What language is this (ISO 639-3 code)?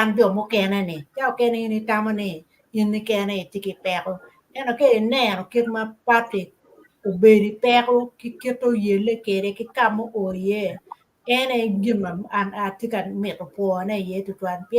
ach